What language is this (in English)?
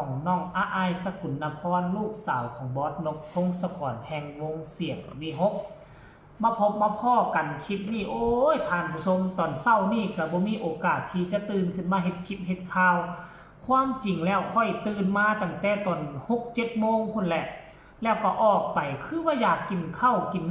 Northeastern Thai